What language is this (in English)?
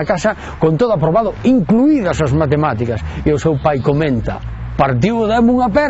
Galician